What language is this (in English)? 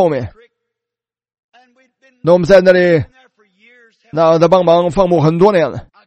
Chinese